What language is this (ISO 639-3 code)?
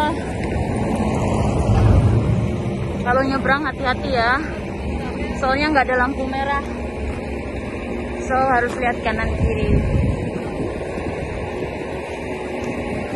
ind